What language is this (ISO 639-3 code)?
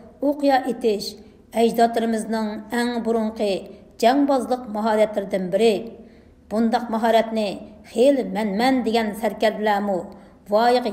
uig